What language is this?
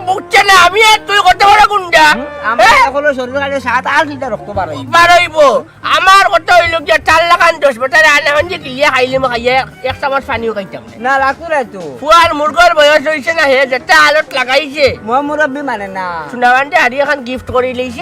Sylheti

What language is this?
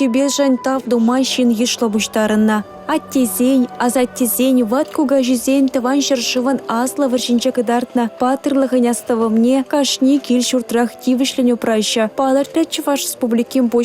Chuvash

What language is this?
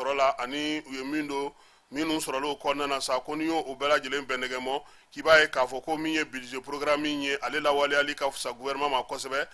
Bambara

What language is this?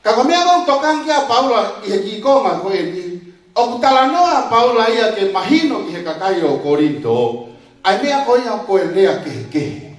Tongan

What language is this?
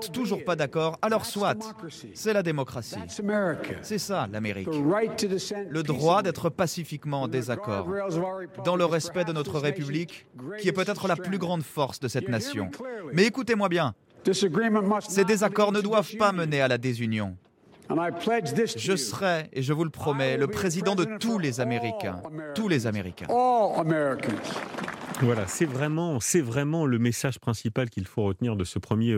French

